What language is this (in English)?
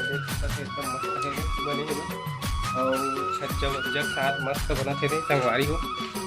Chhattisgarhi